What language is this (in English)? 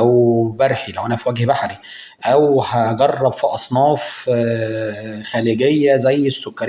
Egyptian Arabic